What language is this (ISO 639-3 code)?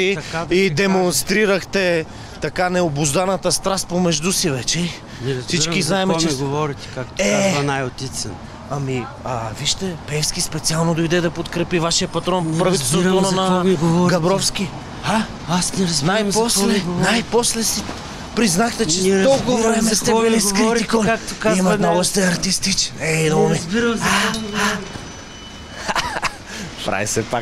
bul